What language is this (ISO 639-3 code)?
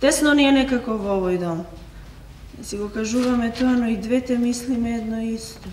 mkd